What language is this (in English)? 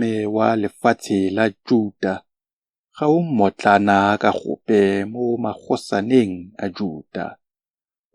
Tswana